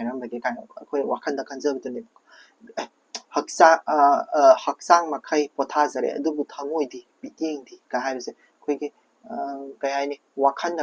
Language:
Manipuri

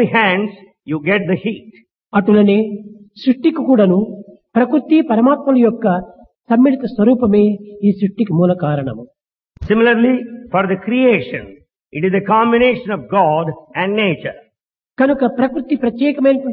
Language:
Telugu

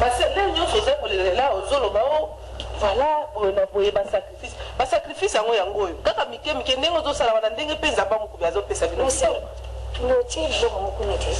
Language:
Lingala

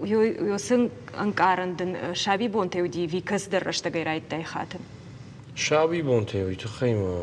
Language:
Ossetic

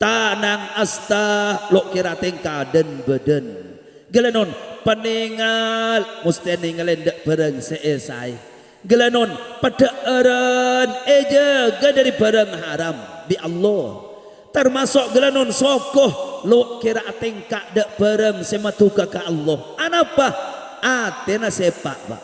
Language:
Madurese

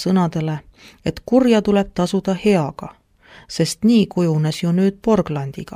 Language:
Estonian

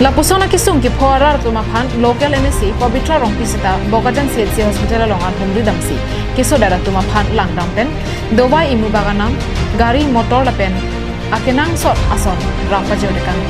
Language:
Karbi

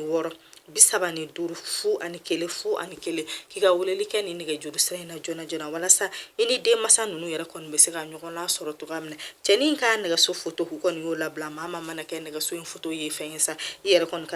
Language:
Bambara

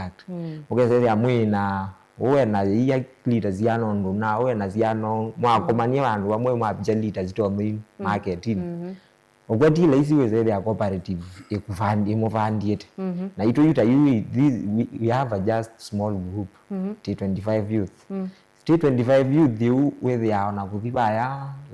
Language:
Kamba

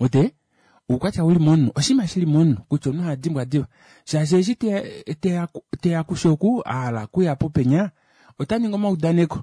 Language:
Kuanyama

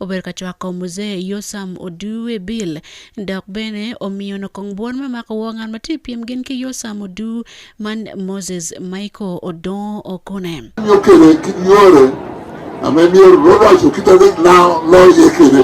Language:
Acoli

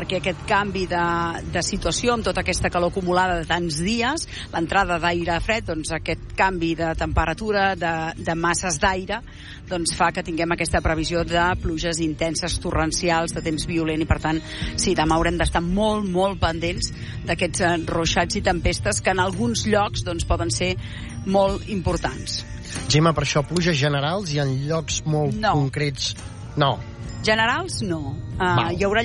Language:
Catalan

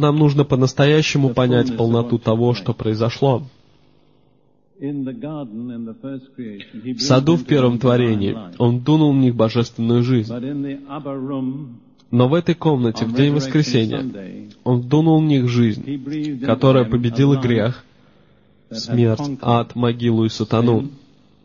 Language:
Russian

